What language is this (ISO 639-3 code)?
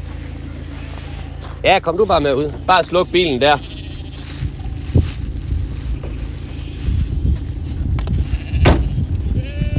dan